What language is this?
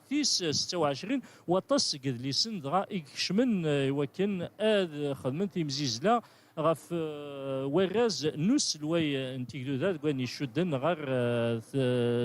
Kabyle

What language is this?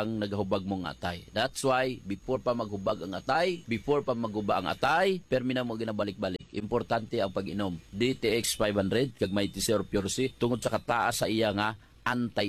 Hiligaynon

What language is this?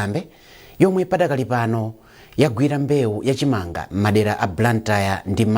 Nyanja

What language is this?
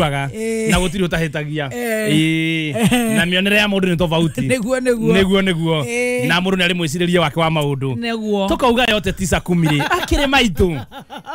Kikuyu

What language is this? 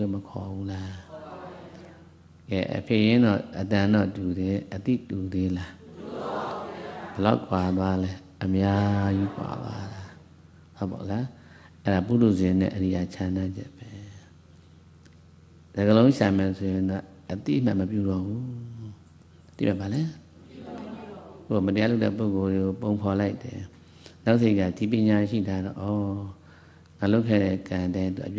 Burmese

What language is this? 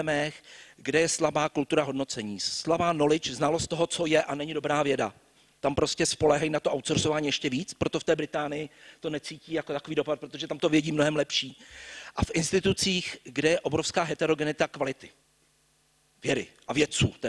Czech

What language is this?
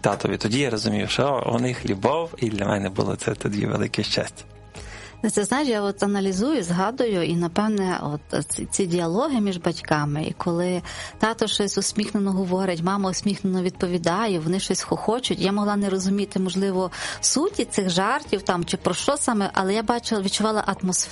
Ukrainian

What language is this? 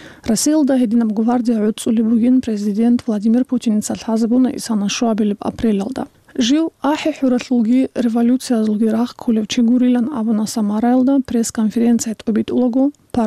Avaric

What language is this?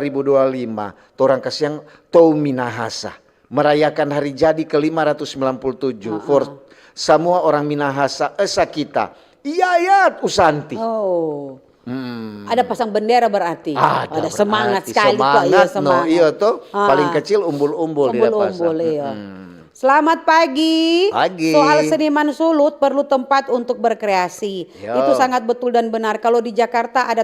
Manado Malay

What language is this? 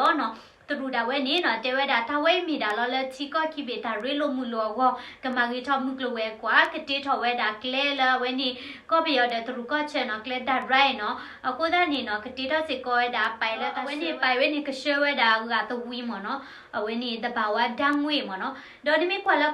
S'gaw Karen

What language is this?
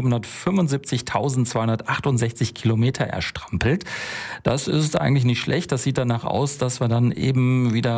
German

